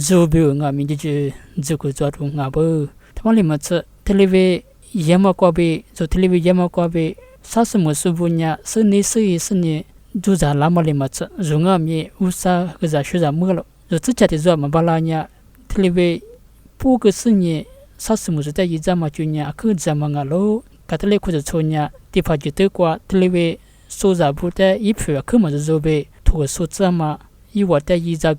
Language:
Lisu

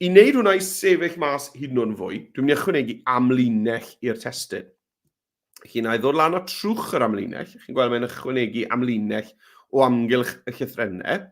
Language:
Welsh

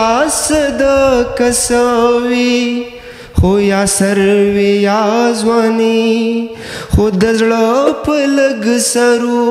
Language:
Pashto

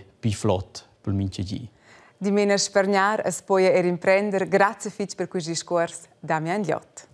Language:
Romansh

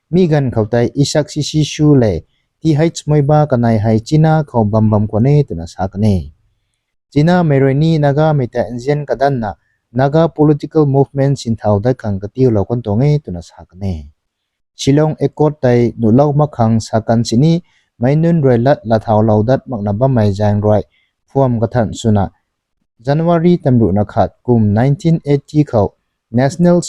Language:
Rongmei Naga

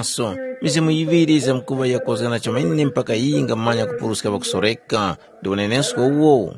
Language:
Tumbuka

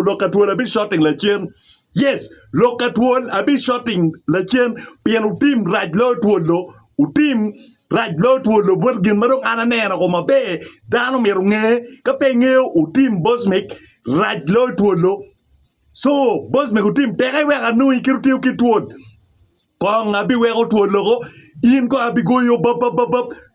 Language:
Acoli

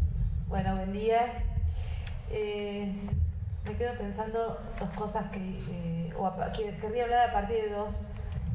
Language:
Spanish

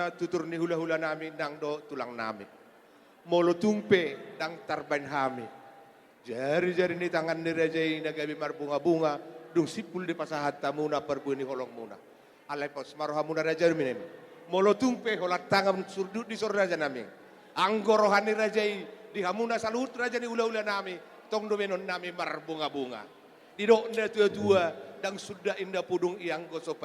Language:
Batak Toba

